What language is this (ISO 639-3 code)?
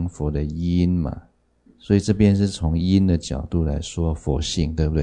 zho